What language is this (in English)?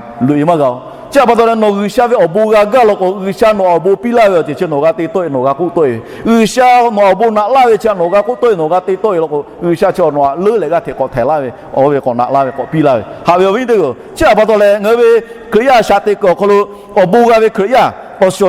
Lahu